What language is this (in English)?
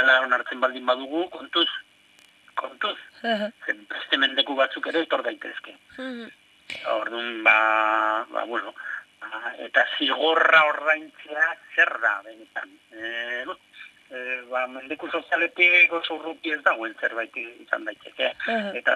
Basque